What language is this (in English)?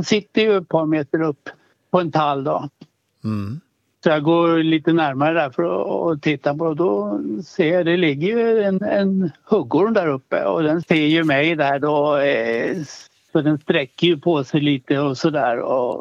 Swedish